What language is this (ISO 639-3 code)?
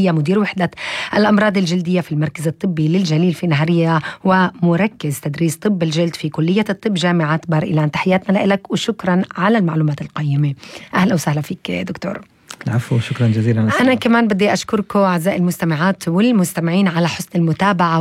apc